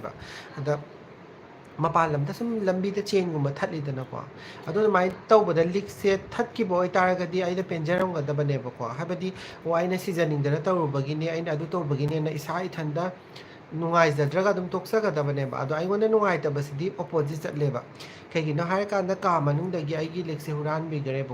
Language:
Manipuri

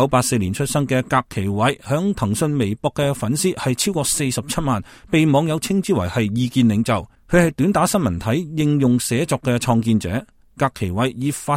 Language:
Cantonese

